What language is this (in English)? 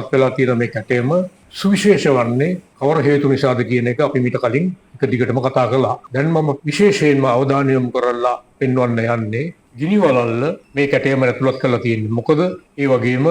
Sinhala